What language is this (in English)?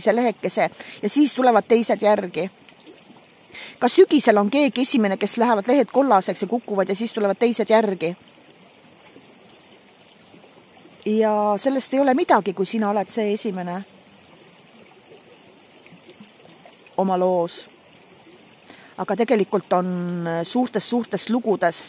Estonian